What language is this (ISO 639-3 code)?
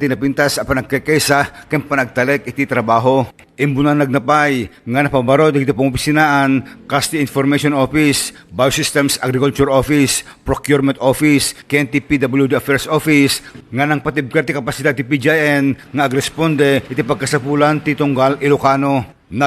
ilo